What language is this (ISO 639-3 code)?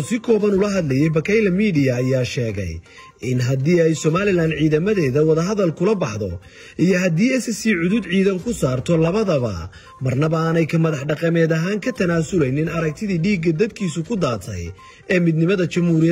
som